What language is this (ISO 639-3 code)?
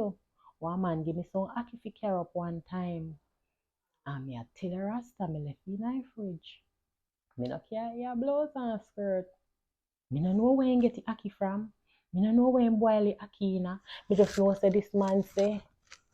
jam